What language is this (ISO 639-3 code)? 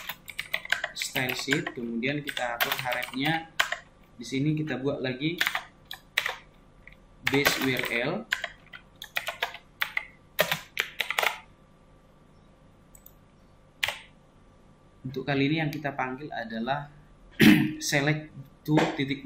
ind